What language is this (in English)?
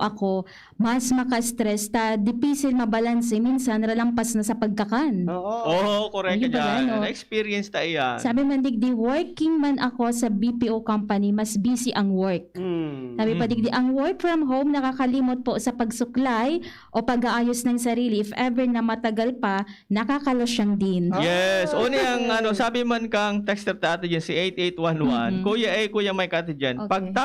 Bikol